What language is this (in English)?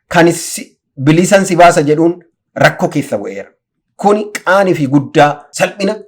Oromo